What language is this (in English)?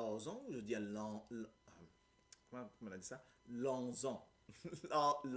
Morisyen